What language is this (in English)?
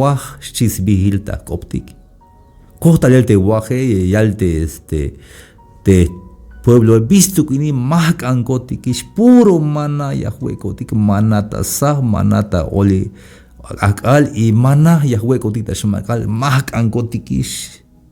Tzeltal